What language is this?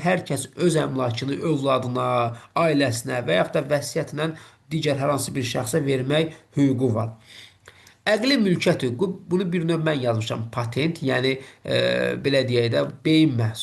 Azerbaijani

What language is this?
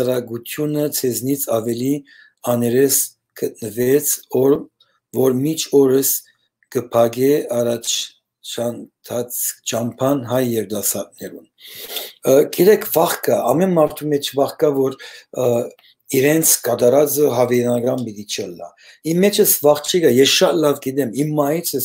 Western Armenian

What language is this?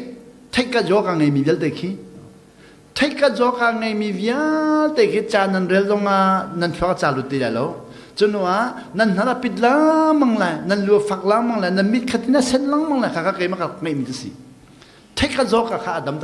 Hakha Chin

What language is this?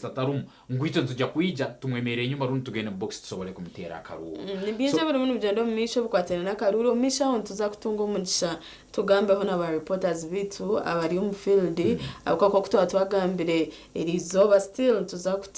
Nyankole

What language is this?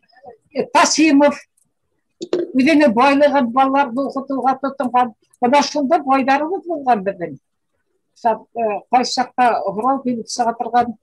Bashkir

